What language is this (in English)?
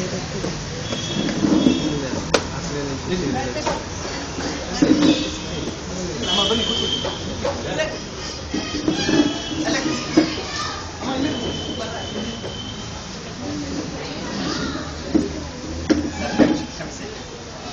Kannada